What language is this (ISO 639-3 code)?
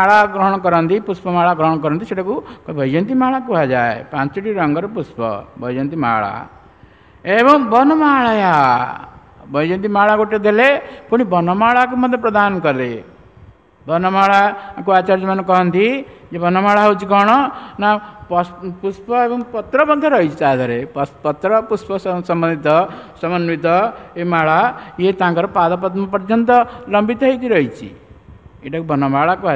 ori